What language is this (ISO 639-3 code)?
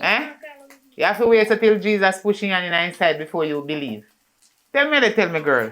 jam